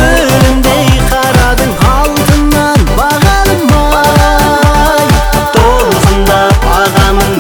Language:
Kazakh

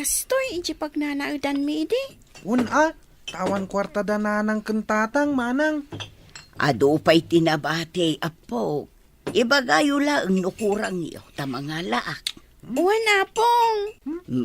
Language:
Iloko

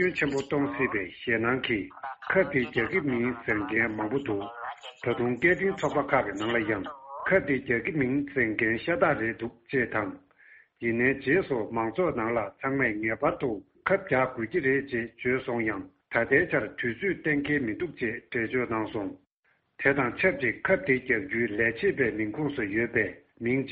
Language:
Tibetan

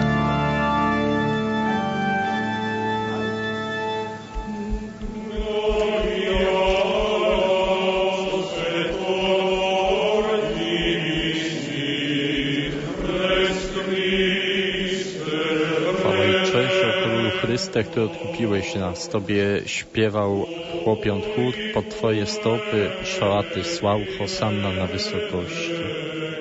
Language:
Polish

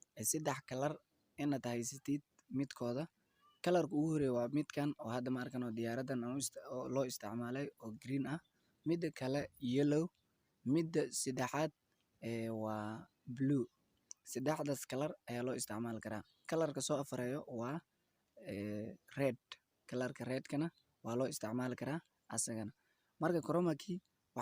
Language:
Somali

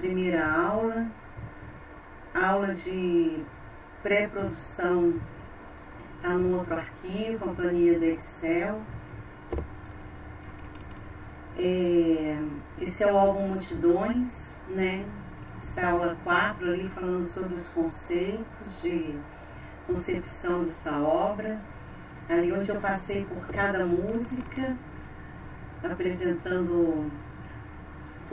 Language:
Portuguese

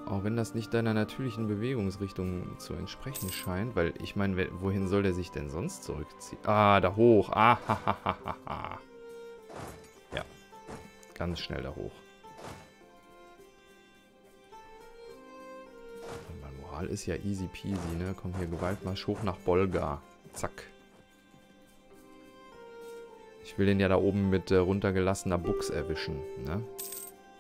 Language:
German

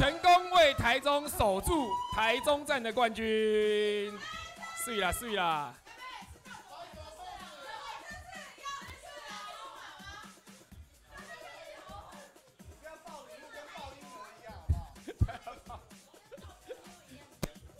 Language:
Chinese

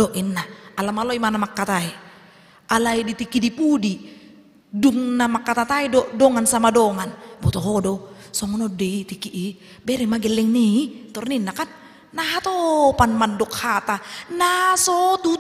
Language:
Batak Toba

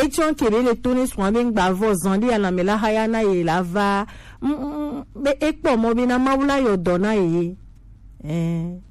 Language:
Gen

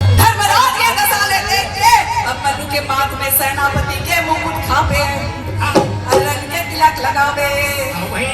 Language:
Chhattisgarhi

